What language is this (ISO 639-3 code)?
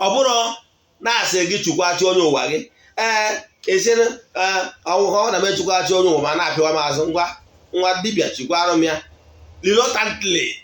ibo